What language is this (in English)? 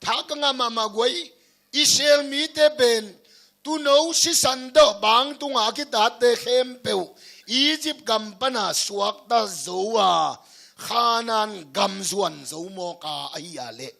Tedim Chin